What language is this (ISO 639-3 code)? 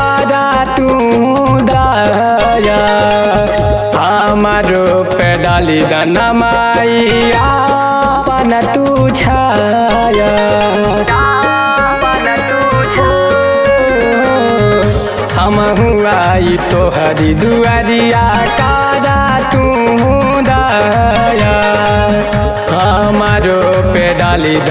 bho